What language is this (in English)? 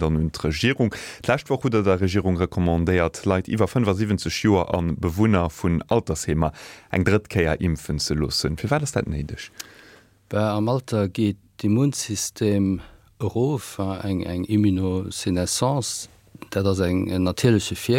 Luxembourgish